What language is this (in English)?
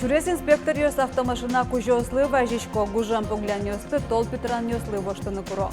Udmurt